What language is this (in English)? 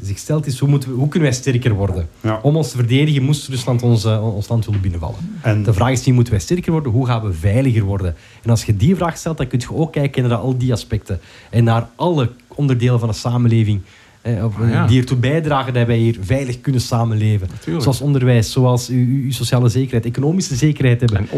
Dutch